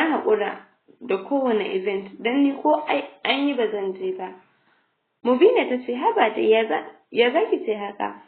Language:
Hausa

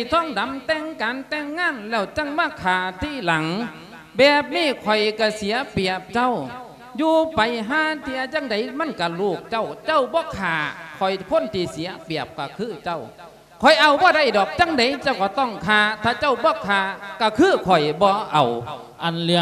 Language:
Lao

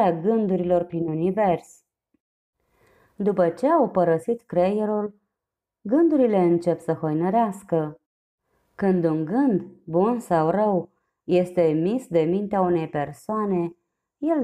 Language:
Romanian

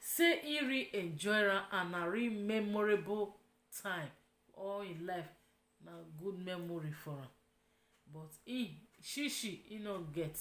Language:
Nigerian Pidgin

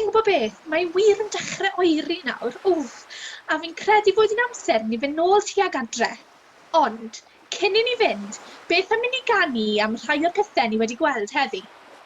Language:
Welsh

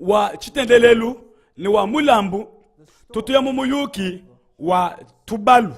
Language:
Luba-Lulua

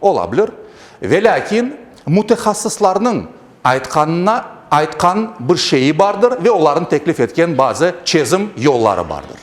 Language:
Crimean Tatar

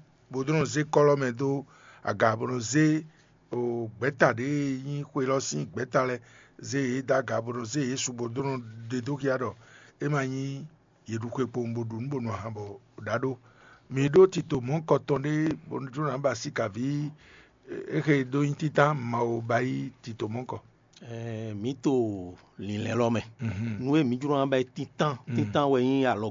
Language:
Fon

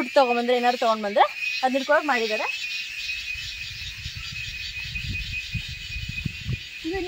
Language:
Kannada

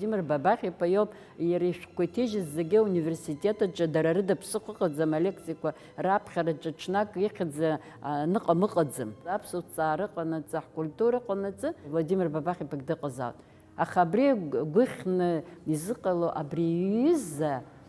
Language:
Abkhazian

